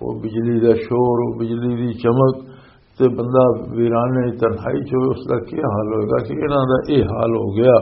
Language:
Western Panjabi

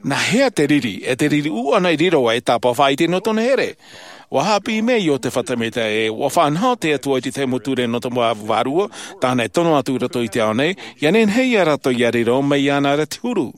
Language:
Tahitian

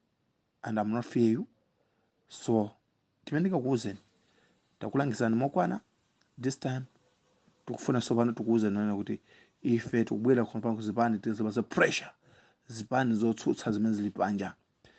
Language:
Nyanja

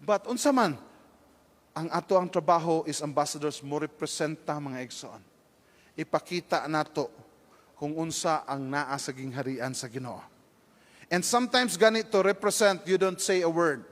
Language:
Cebuano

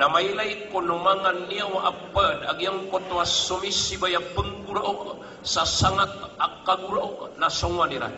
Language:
Maranao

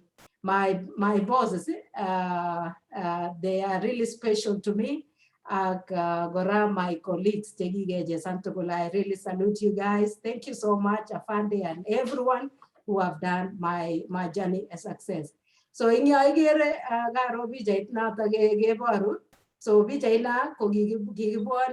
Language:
Kalenjin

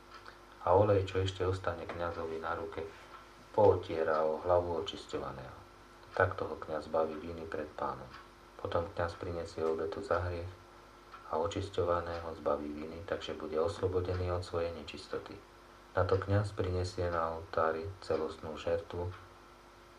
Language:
Slovak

